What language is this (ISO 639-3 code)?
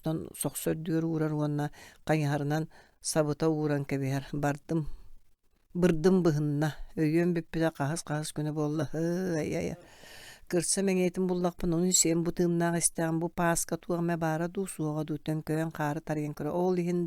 sah